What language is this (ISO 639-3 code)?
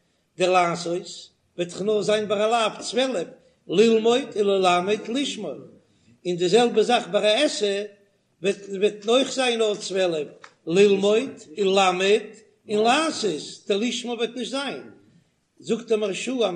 yid